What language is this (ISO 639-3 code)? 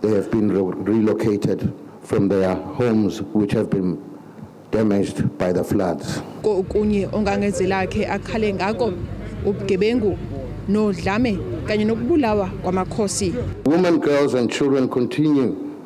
zul